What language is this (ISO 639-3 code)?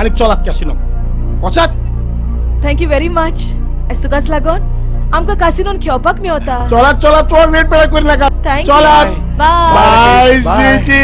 kok